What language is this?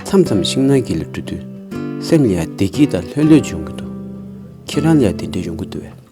Tibetan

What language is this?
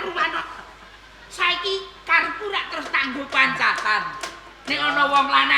Javanese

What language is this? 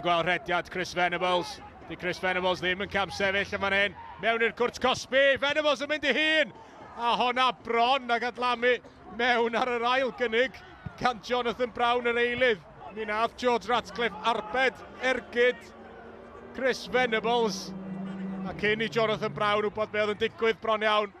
Welsh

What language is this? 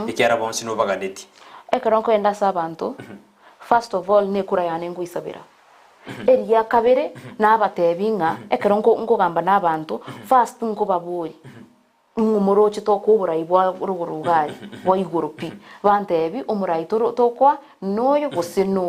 Gusii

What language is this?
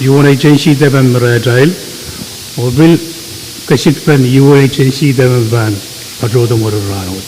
Pohnpeian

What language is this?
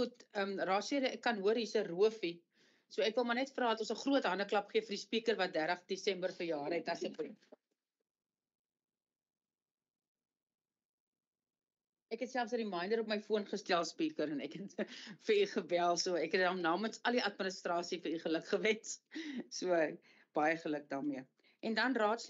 Afrikaans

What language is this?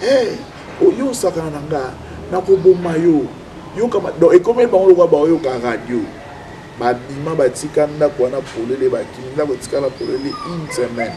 Lingala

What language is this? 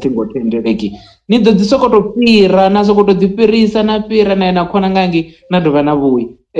Venda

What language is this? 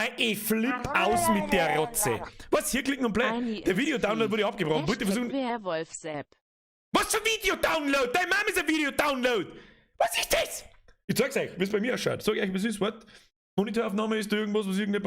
Bavarian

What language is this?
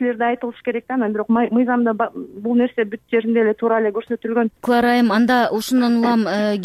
Kyrgyz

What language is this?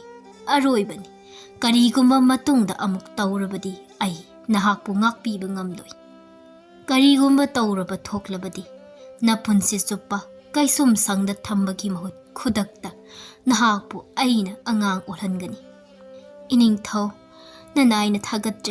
Manipuri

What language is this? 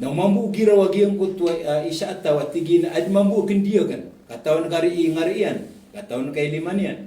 Maranao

